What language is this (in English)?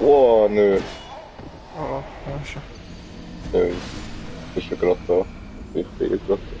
Swiss German